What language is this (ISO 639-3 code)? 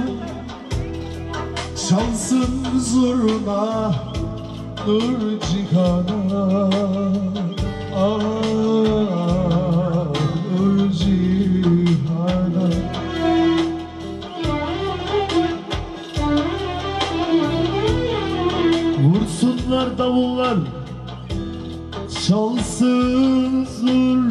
tur